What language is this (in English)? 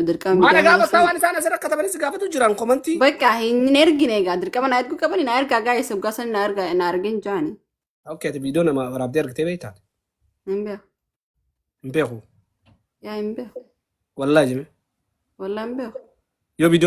Oromo